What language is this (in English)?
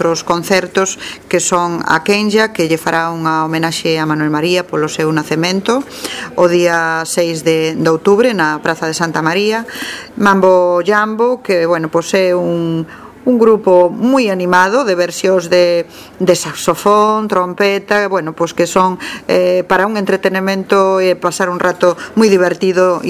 Galician